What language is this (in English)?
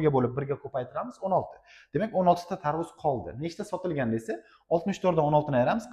Uzbek